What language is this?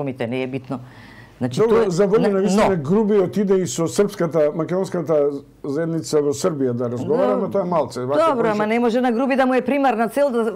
Macedonian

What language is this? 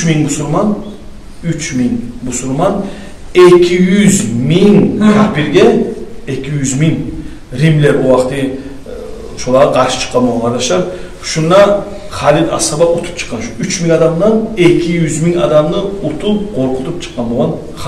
Kumyk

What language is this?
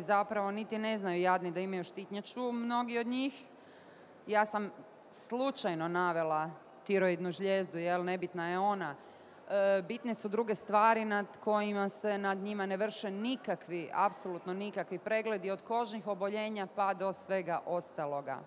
Bosnian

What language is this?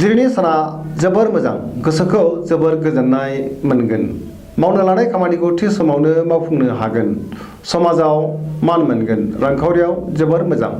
Bodo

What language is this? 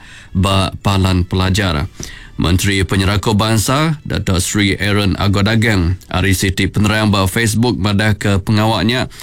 Iban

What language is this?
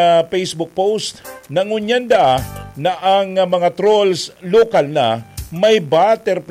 Bikol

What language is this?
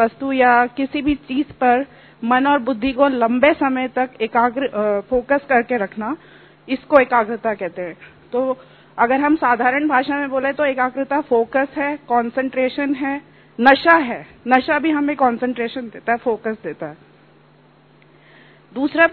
Hindi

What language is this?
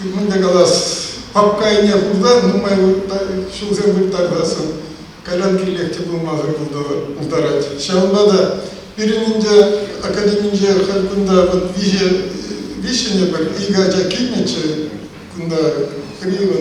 Chuvash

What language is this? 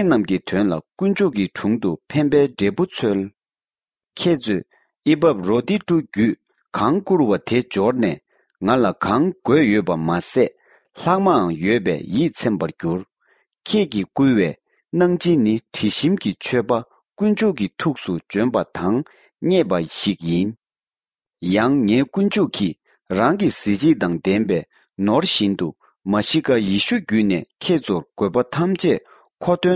Tibetan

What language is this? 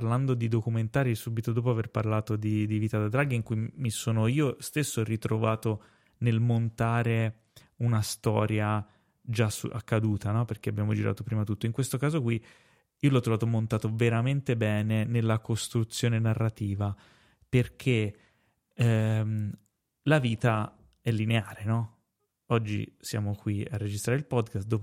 Italian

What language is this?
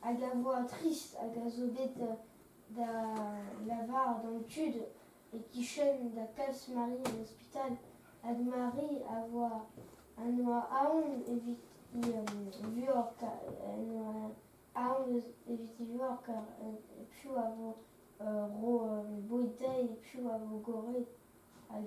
Breton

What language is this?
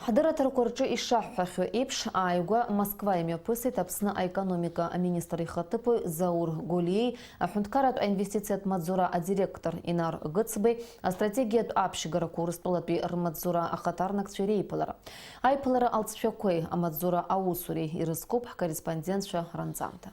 Abkhazian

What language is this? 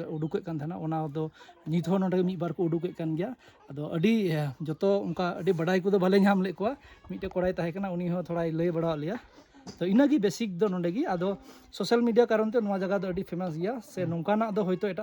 Santali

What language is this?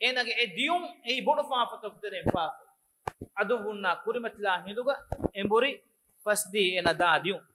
Divehi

